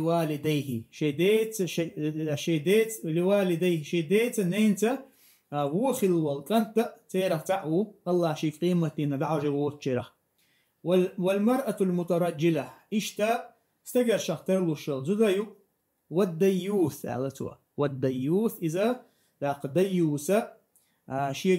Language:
Chechen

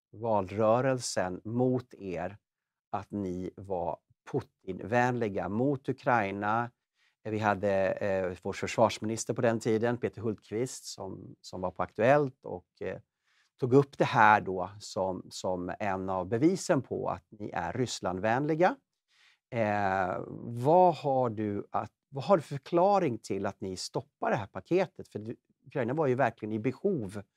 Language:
Swedish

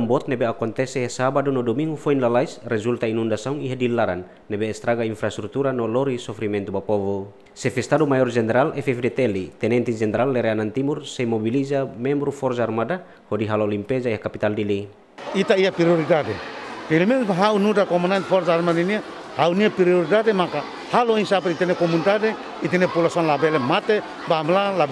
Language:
Tetum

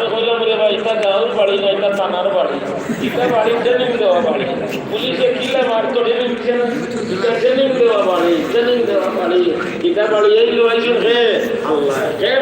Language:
Sylheti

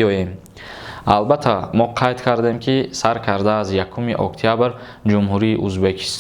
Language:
Tajik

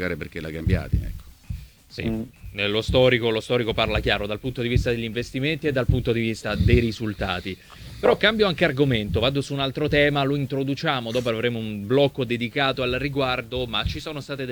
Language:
Italian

